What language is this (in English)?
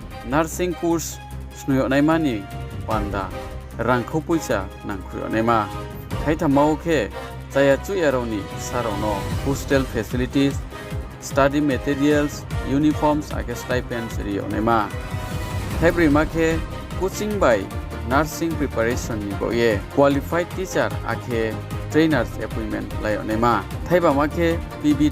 Riang (India)